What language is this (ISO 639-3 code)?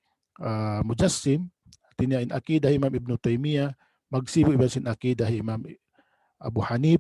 tsg